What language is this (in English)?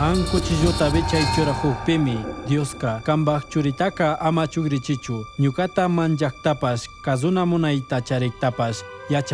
Chimborazo Highland Quichua